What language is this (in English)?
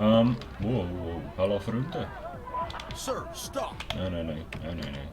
Swiss German